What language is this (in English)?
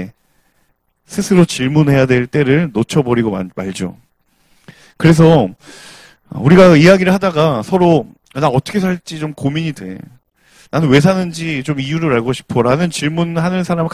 Korean